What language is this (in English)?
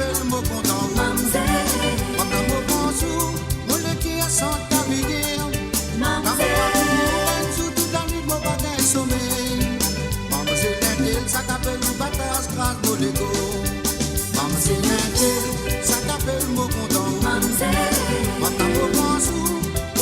Morisyen